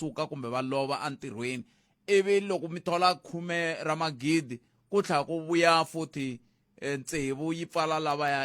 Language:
Tsonga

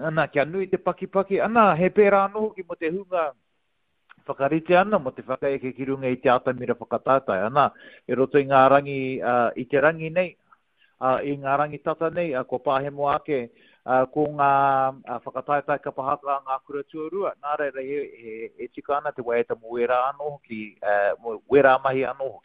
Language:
Māori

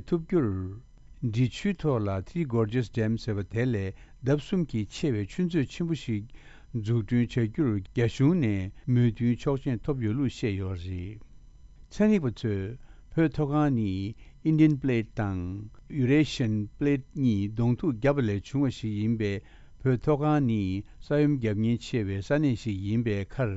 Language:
Tibetan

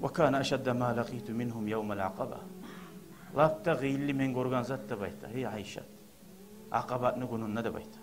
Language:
Kumyk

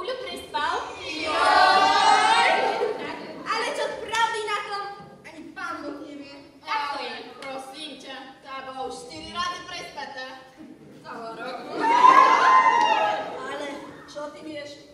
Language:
Slovak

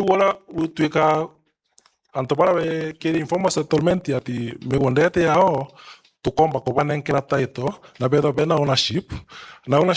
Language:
Meru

